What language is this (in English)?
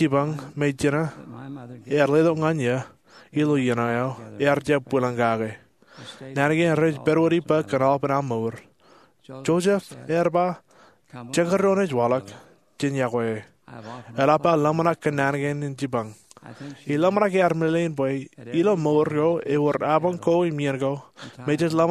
Marshallese